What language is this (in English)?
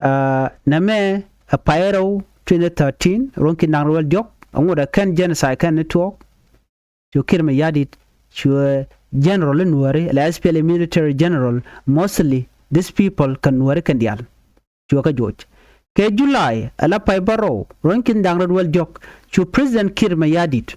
Nuer